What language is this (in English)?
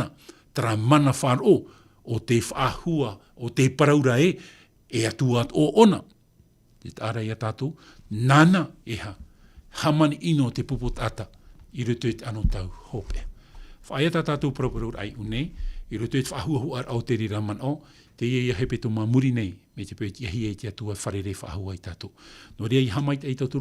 Tahitian